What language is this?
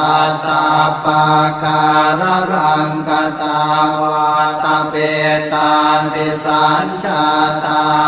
Pali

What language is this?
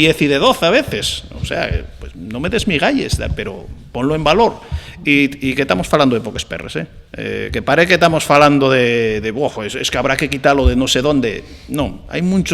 Asturian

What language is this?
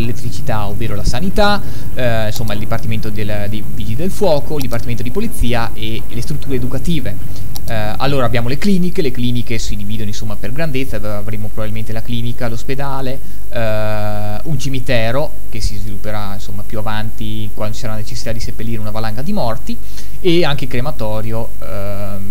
Italian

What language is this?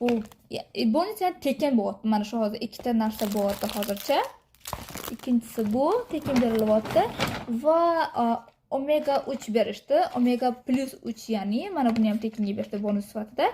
Uzbek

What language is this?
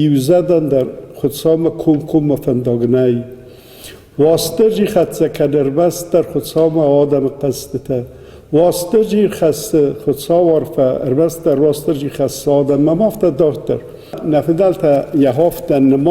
Ossetic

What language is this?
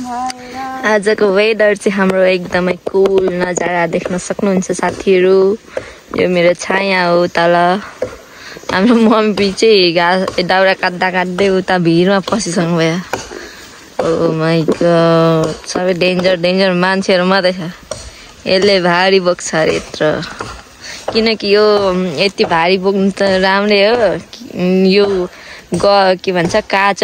Nepali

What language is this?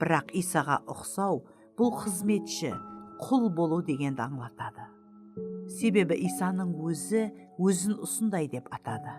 Kara-Kalpak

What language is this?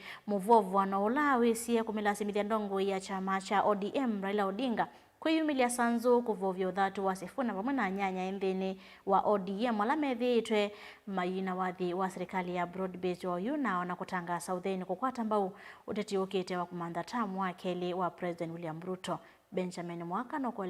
Kamba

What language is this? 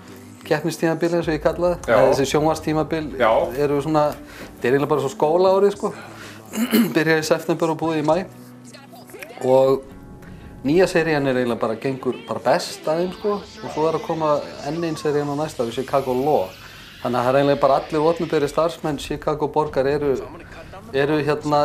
Icelandic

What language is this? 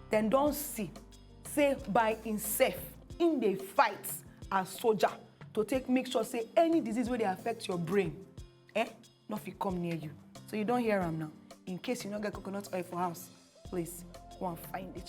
Nigerian Pidgin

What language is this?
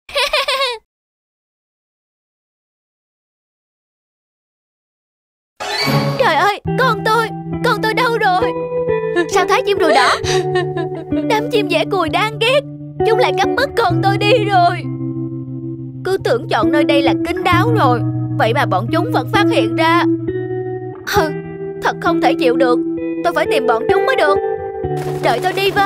Vietnamese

